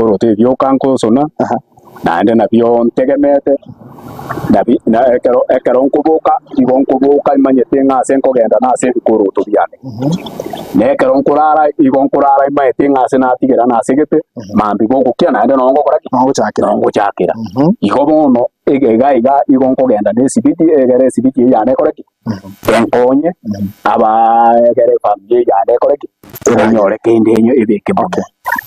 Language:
Gusii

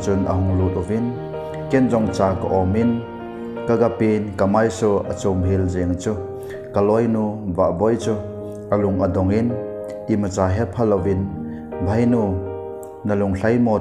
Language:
Thado Chin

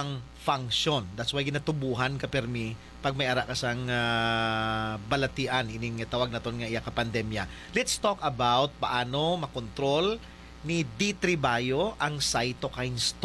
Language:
Hiligaynon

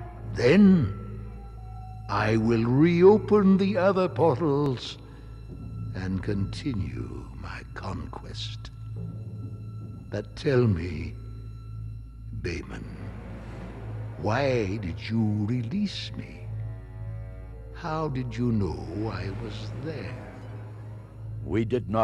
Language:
English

